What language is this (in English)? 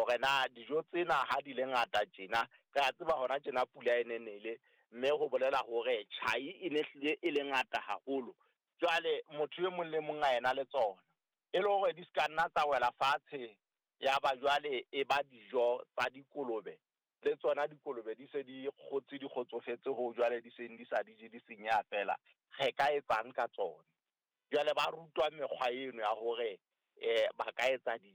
Southern Sotho